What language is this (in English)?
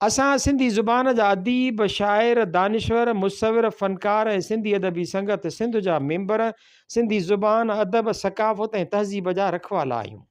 Sindhi